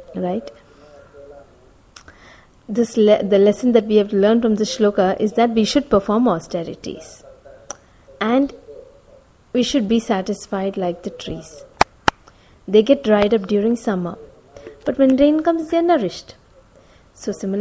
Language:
English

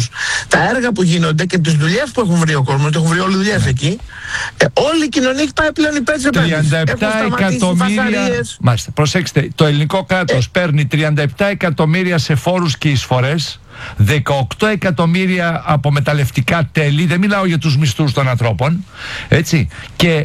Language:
Greek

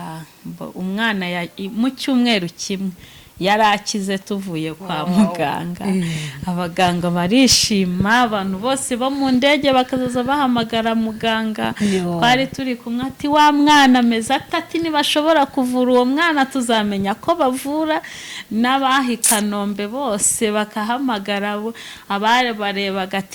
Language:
Kinyarwanda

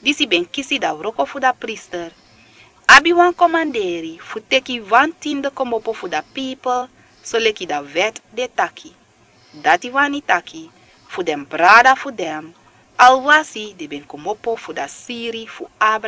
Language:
Sranan Tongo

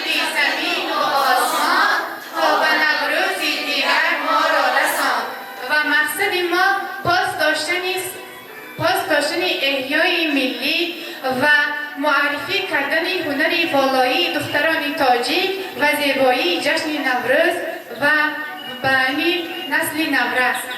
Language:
Tajik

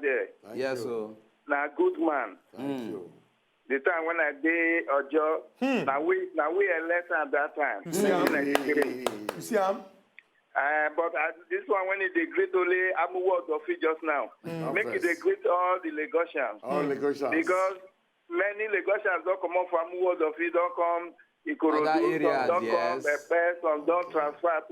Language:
Nigerian Pidgin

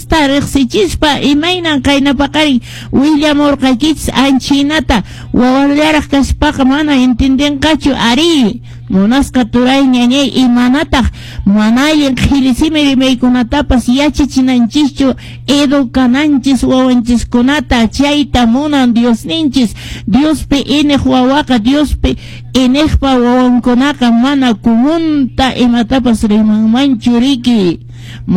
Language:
Quechua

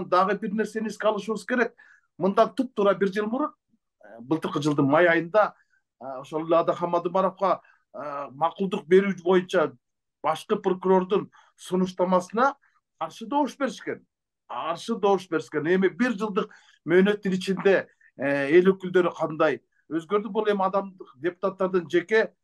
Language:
Kyrgyz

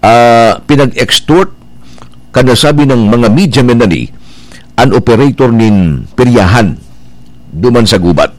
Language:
Bikol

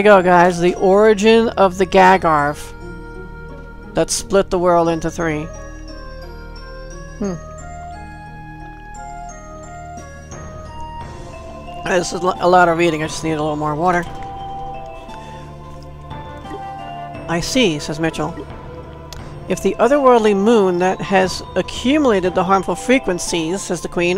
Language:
English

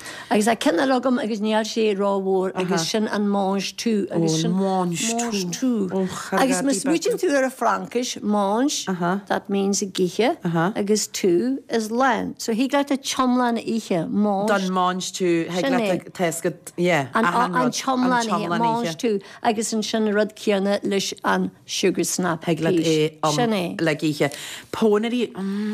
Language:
Irish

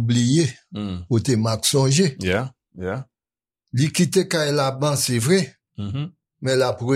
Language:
Haitian Creole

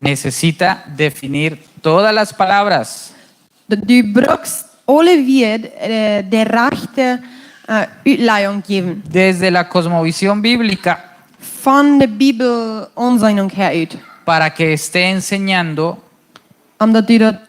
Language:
Plautdietsch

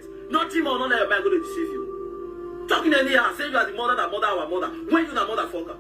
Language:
Nigerian Pidgin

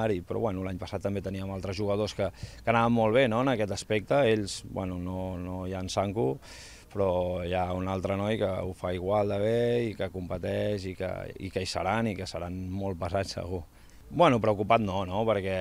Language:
Catalan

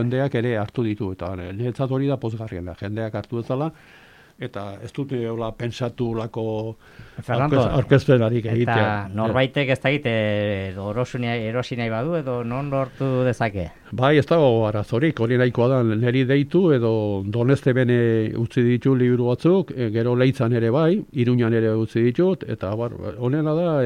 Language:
Basque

